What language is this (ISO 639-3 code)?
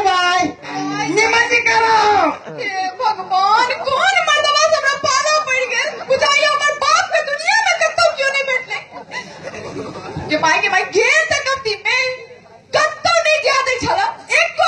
mai